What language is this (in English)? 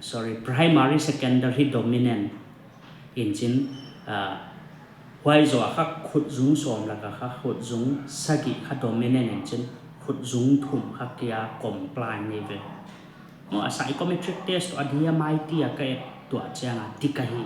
Paite Chin